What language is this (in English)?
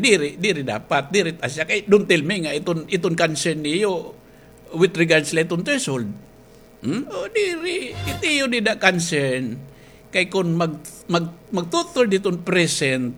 Waray